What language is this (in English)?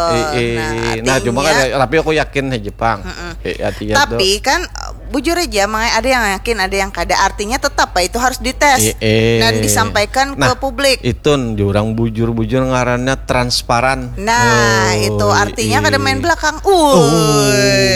Banjar